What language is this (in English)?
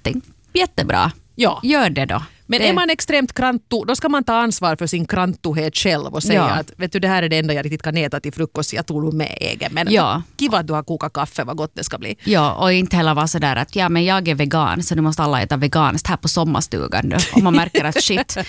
Swedish